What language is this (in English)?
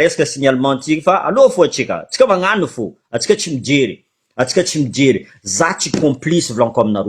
Malagasy